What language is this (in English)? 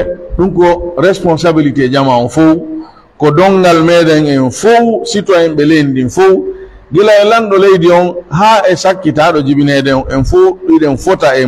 Pular